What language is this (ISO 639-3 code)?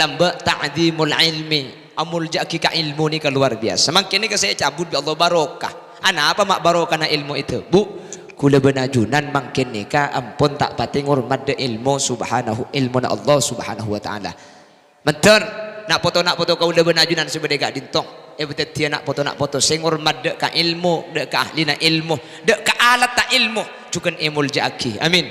mad